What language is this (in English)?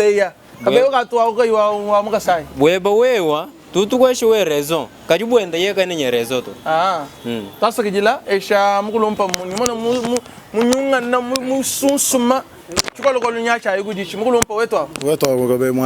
Luba-Lulua